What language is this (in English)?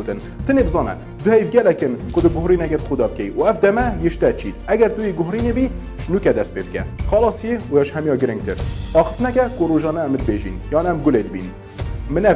Kurdish